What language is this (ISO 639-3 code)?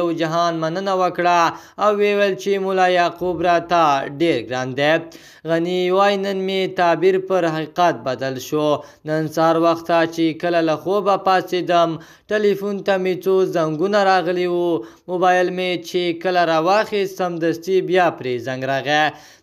pus